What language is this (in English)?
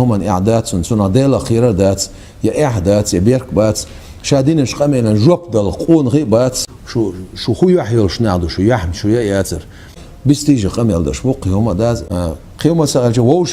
Chechen